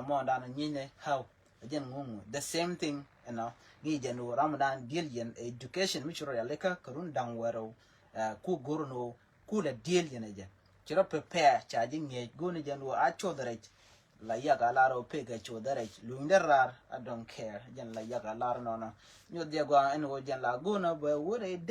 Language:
Nuer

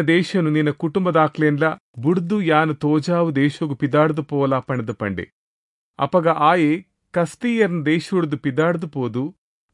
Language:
Tulu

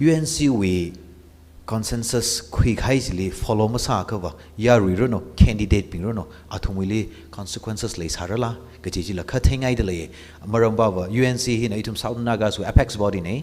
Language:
Tangkhul Naga (India)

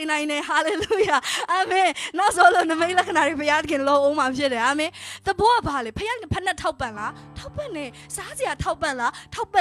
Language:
Burmese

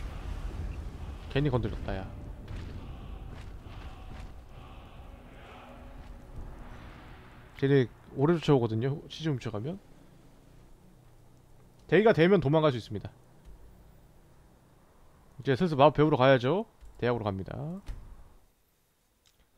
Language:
Korean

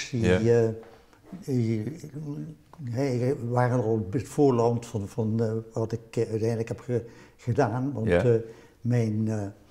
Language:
Dutch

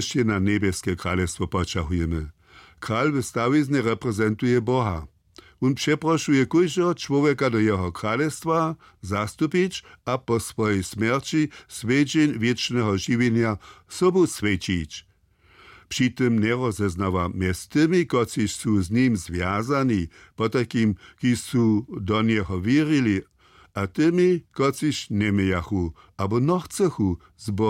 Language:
Upper Sorbian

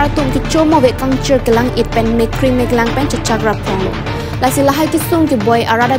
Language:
Karbi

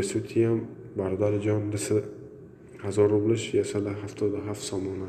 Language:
Tajik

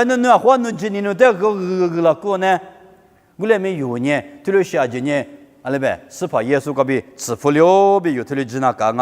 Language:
Lisu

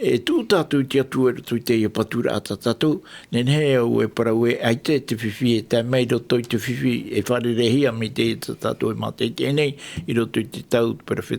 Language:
Tahitian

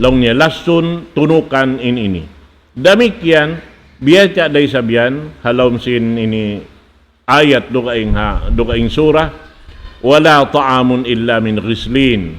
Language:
Tausug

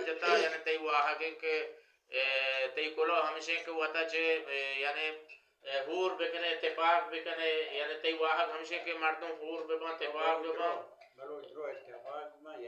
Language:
Baluchi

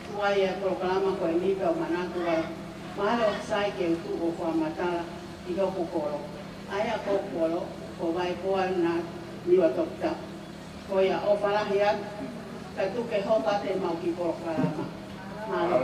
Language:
Tongan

